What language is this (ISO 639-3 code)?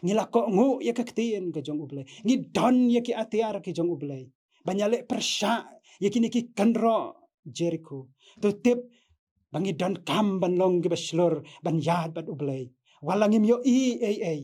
kha